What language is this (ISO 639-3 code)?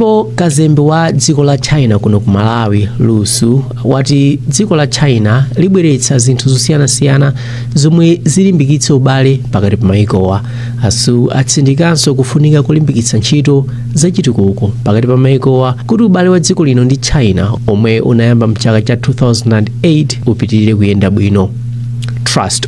nya